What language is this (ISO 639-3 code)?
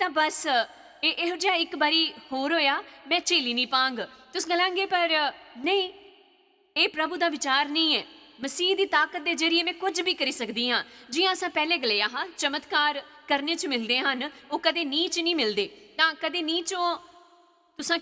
doi